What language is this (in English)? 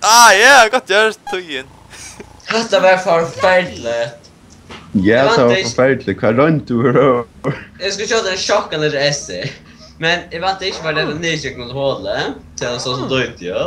Faroese